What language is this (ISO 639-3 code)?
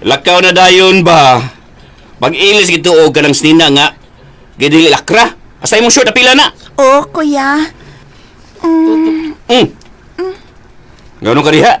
ceb